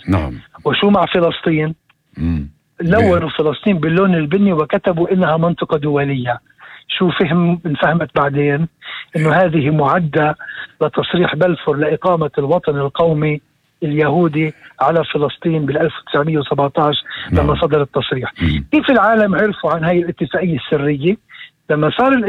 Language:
North Levantine Arabic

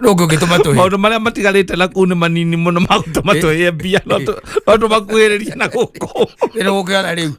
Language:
Kikuyu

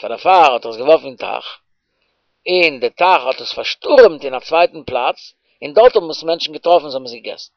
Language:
Yiddish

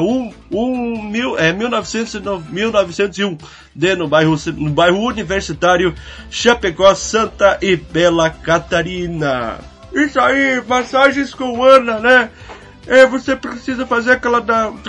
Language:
Portuguese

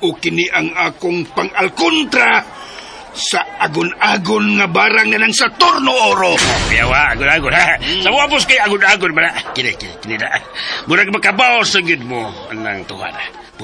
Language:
Cebuano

